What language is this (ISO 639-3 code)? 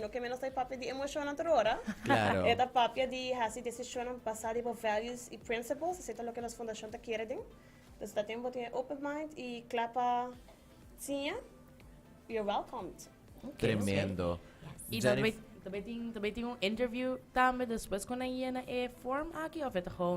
pap